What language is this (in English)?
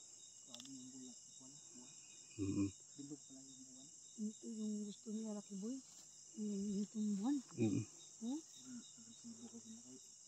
Filipino